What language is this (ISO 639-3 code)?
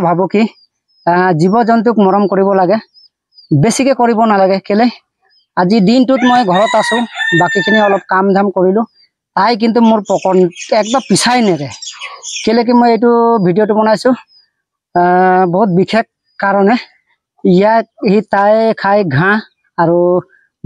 asm